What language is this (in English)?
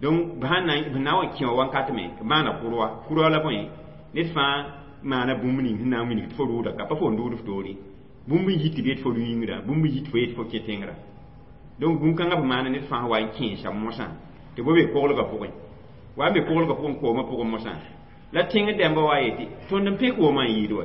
Mossi